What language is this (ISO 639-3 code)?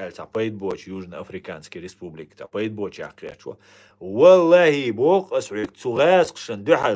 che